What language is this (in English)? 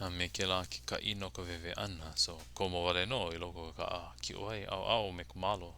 Hawaiian